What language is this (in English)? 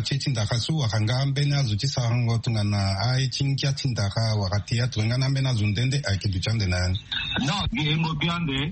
Sango